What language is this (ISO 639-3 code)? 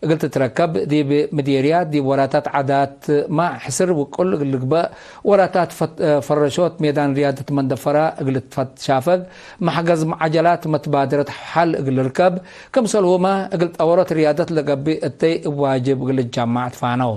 tig